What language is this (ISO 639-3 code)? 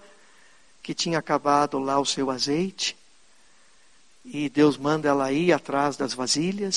por